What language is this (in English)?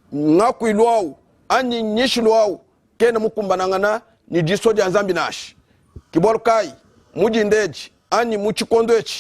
Luba-Lulua